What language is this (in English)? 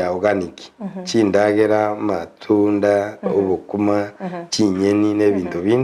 Gusii